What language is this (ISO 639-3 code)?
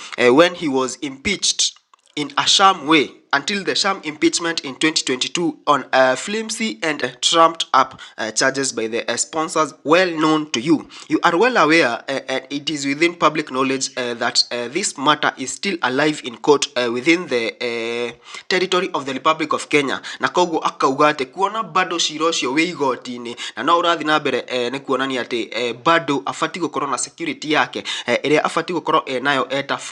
kik